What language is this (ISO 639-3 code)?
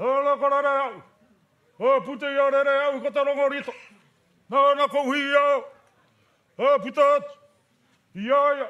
mri